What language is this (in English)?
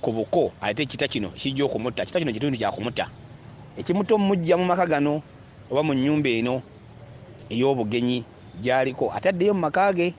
Ganda